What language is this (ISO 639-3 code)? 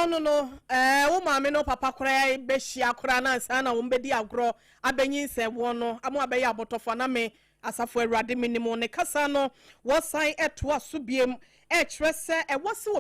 aka